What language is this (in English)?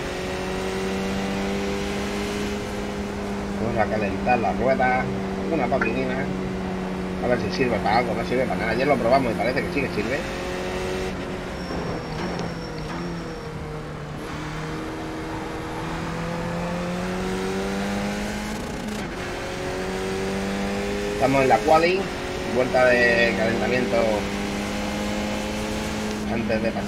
Spanish